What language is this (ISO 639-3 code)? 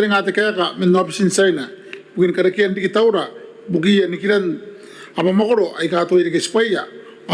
gil